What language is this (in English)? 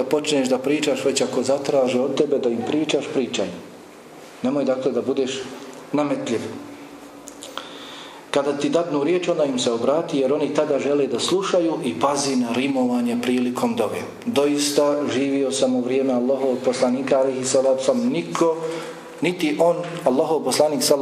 Bosnian